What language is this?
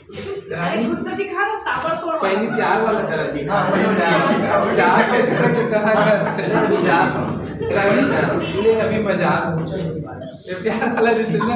Chhattisgarhi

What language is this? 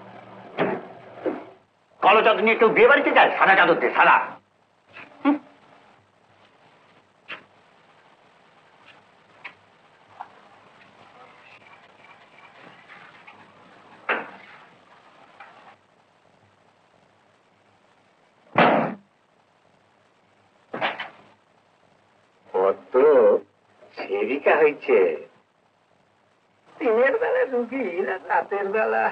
Bangla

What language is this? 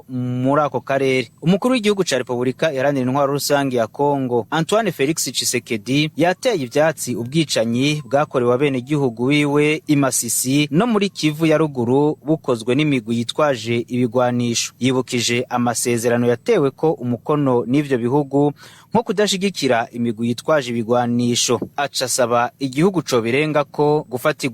Rundi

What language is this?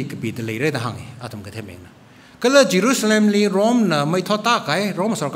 Tangkhul Naga (India)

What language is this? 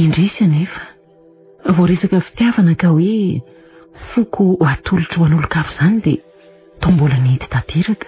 Malagasy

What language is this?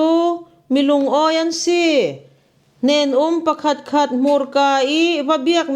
Falam Chin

